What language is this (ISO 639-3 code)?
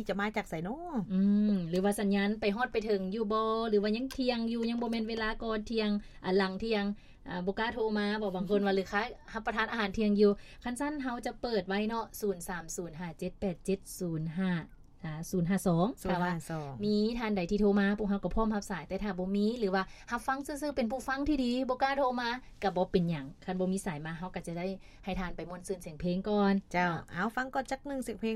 lao